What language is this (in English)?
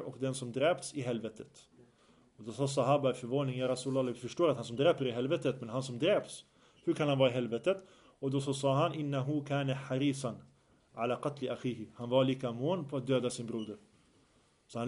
Swedish